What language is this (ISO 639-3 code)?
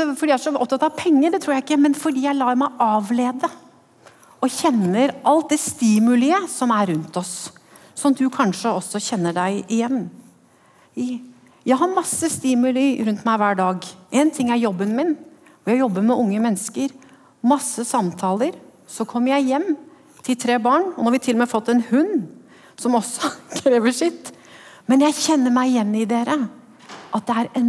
nor